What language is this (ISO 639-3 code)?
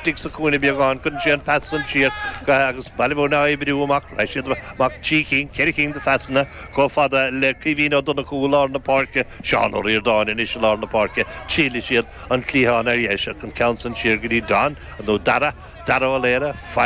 gle